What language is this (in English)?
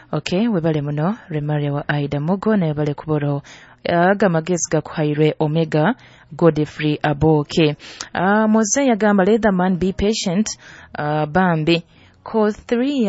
Nyoro